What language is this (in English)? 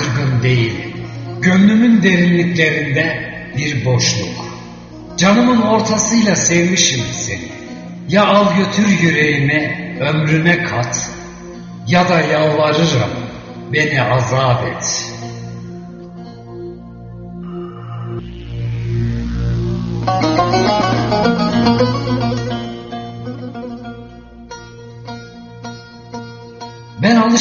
Turkish